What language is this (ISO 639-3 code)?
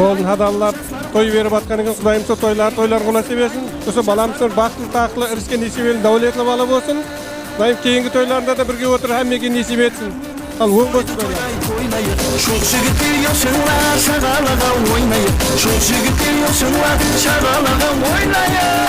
kaa